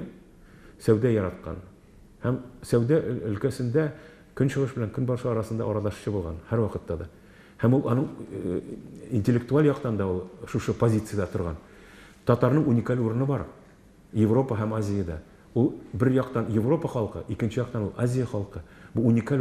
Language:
Tatar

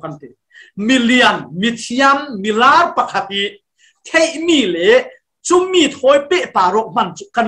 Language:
Falam Chin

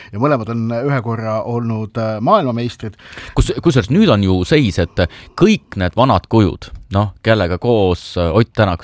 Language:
Estonian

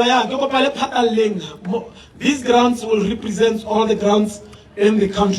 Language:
Tswana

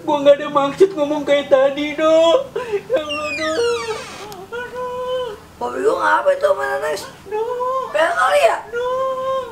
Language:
Betawi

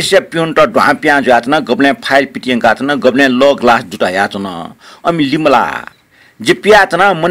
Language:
Newari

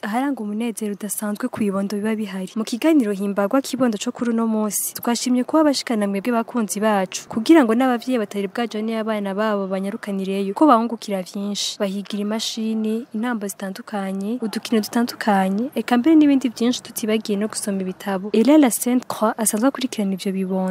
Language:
Rundi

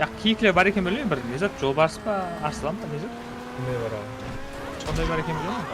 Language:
Kara-Kalpak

